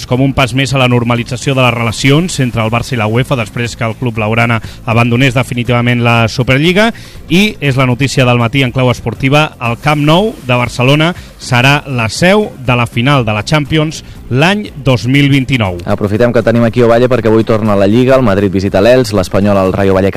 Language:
Catalan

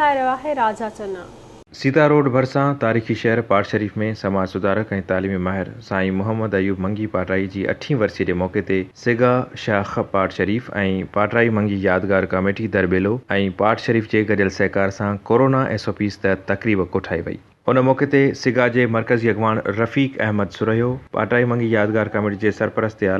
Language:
Sindhi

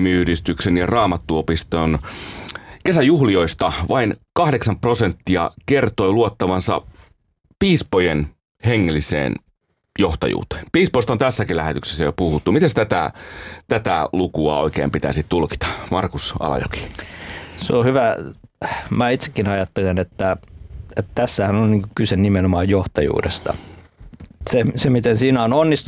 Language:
Finnish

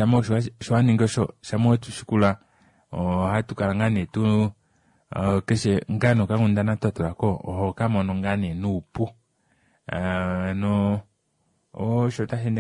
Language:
Kuanyama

